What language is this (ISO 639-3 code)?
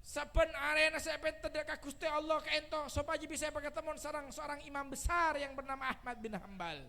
mad